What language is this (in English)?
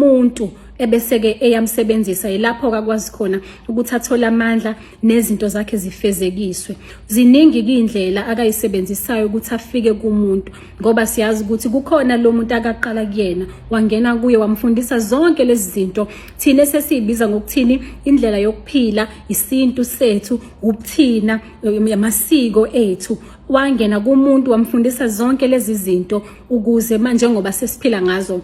Zulu